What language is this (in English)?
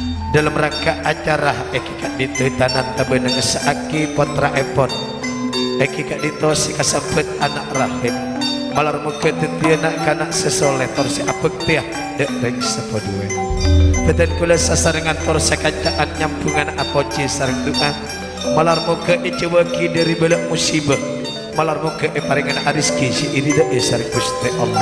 Madurese